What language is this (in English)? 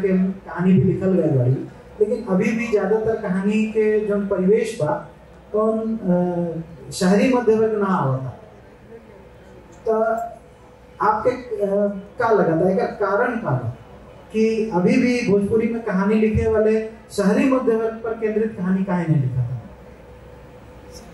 Bhojpuri